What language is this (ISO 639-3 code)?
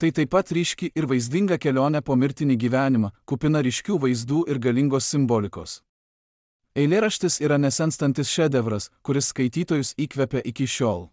lit